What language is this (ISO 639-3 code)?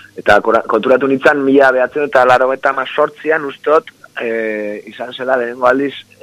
eus